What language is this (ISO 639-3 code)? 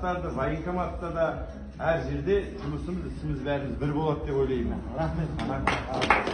kaz